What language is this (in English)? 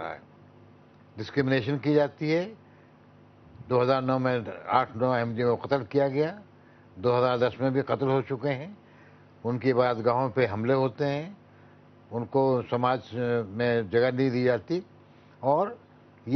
Urdu